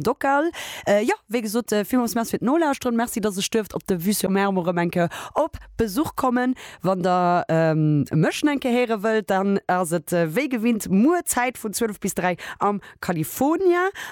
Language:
Luxembourgish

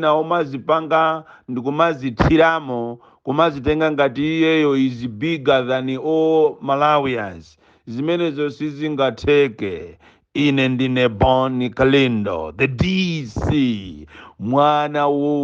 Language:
Nyanja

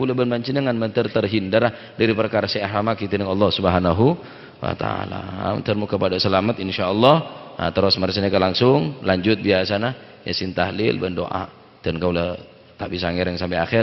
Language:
Madurese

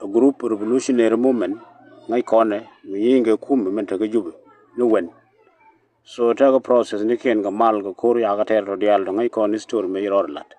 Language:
Nuer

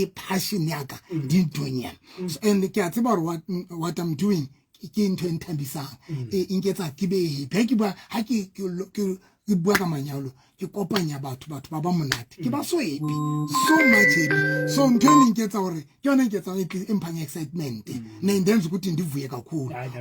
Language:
Southern Sotho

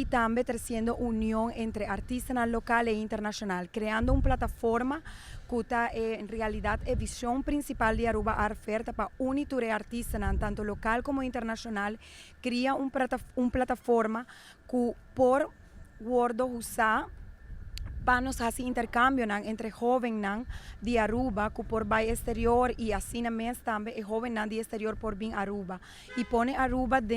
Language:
Papiamento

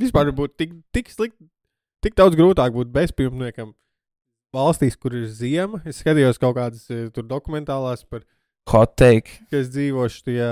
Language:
Latvian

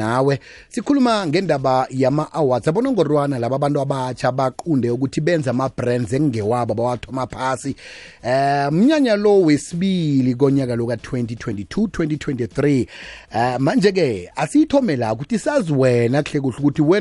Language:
South Ndebele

